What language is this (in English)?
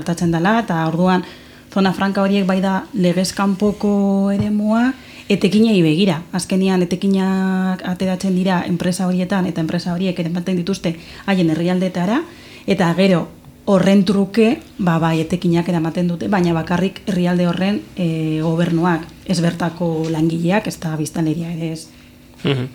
Basque